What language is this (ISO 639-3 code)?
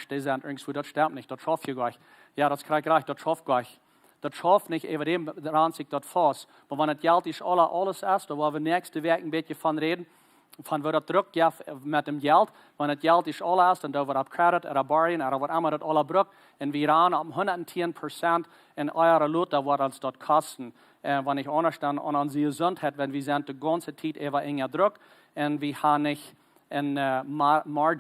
pdt